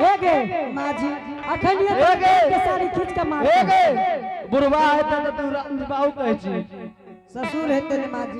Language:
Angika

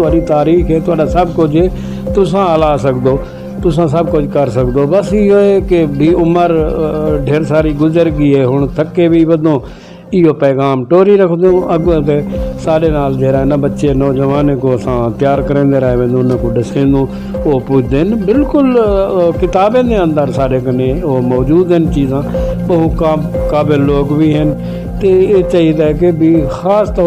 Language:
Saraiki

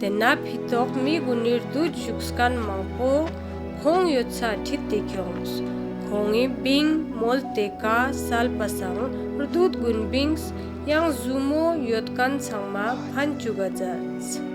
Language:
Ladakhi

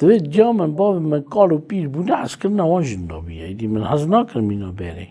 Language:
Kurdish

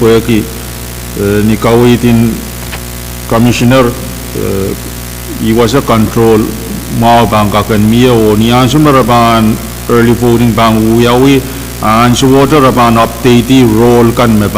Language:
Pohnpeian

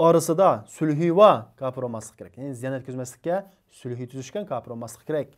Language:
Uyghur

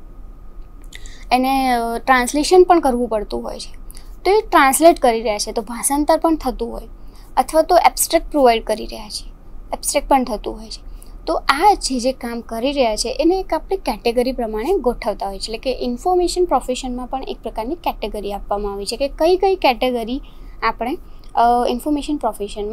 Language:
Gujarati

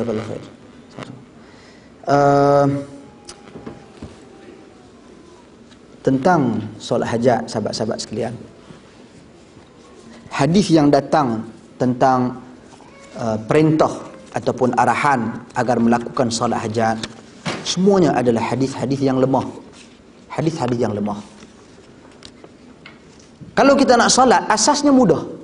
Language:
Malay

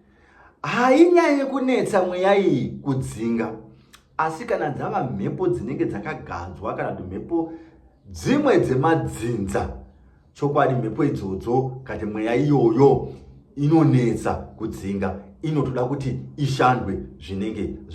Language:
Shona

